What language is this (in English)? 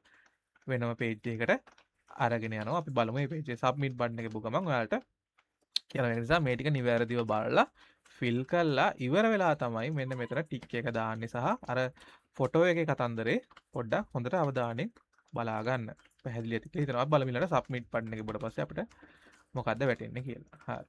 Sinhala